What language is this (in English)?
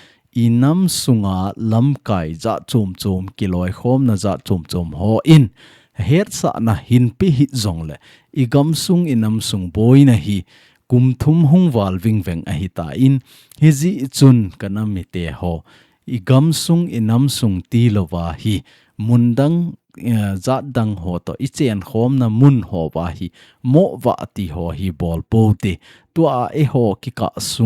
Thado Chin